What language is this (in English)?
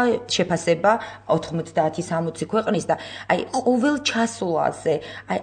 Georgian